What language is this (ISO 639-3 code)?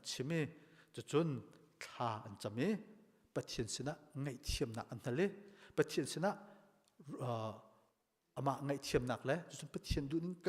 cnh